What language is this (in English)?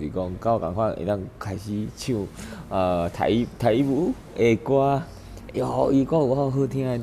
Min Nan Chinese